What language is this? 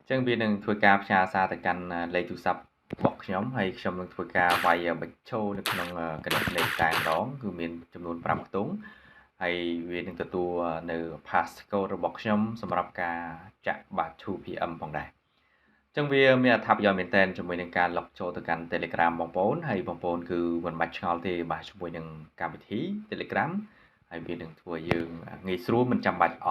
Khmer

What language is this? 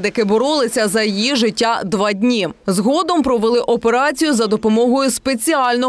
Ukrainian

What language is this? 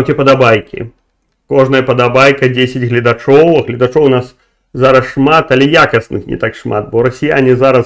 Belarusian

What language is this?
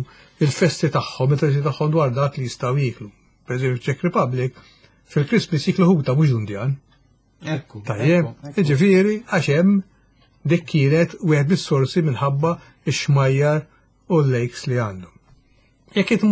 Maltese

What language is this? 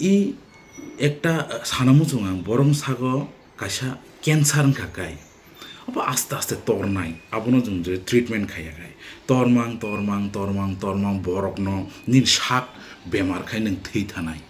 Kok Borok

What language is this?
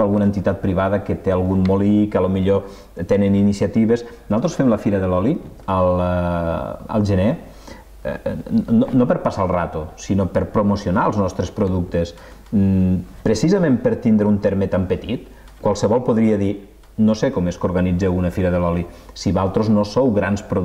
Catalan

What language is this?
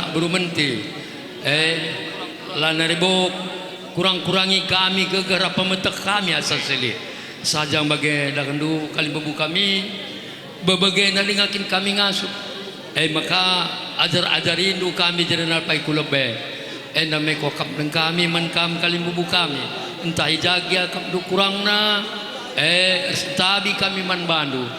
Batak Karo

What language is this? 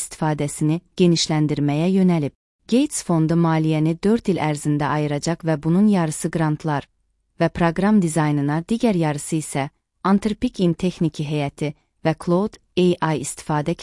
Azerbaijani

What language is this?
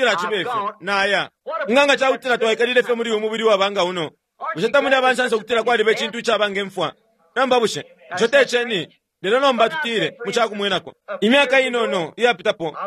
Bemba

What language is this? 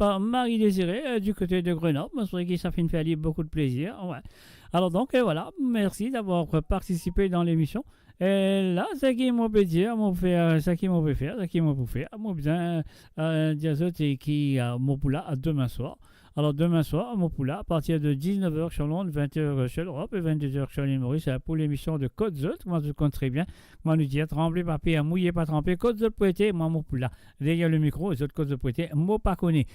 Morisyen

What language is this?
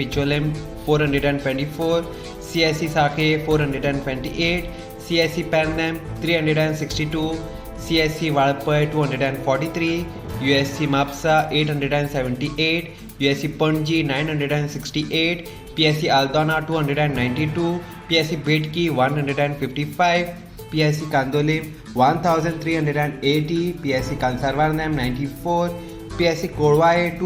Konkani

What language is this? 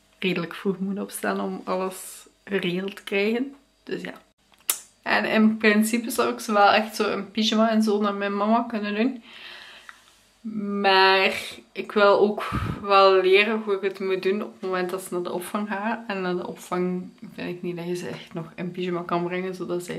Dutch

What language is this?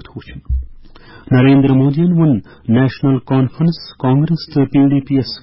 Kashmiri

